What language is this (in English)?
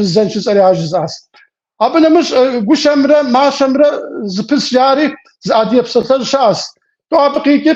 Kabardian